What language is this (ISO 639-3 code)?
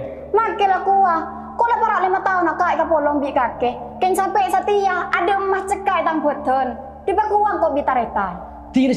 mad